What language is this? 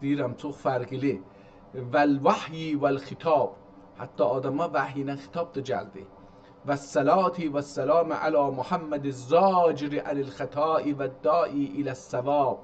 South Azerbaijani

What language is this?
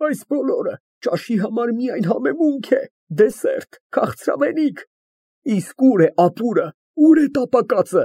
Armenian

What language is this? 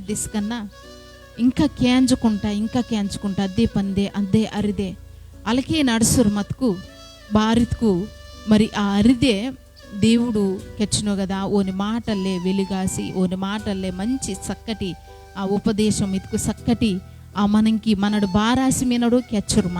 Koya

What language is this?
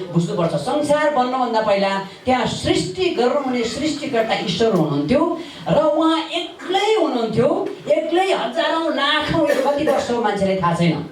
Nepali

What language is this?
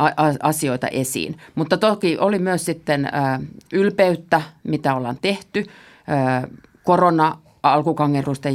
Finnish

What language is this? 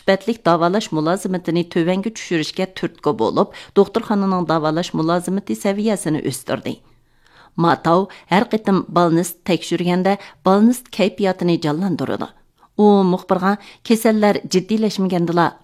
Uyghur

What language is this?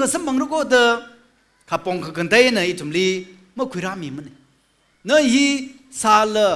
Tangkhul Naga (India)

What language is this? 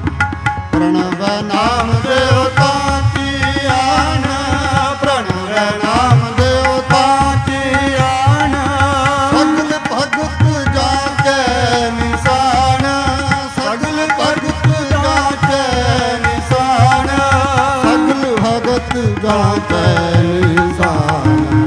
Punjabi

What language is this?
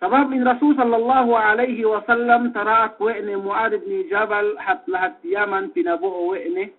Yakan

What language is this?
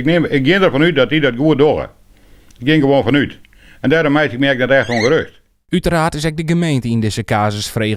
Western Frisian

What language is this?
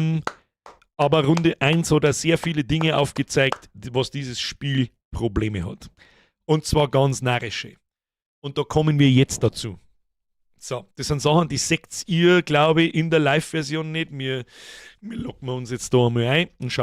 Bavarian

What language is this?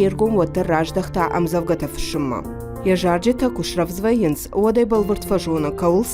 Ossetic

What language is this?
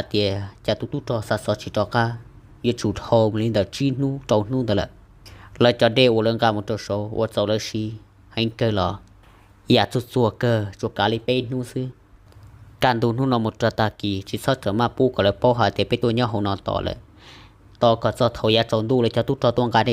Hmong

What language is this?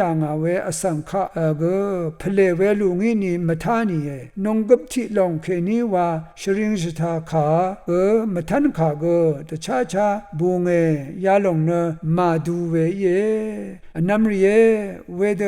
Rawang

